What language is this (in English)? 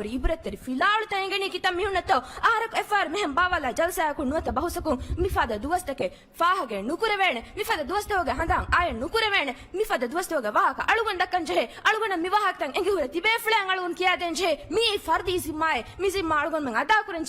Divehi